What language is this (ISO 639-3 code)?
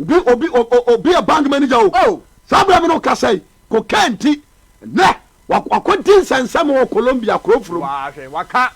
aka